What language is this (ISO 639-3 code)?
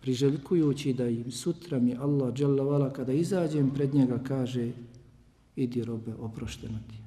bos